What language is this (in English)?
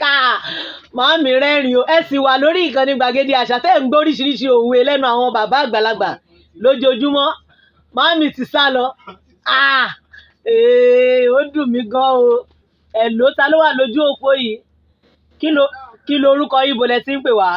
Yoruba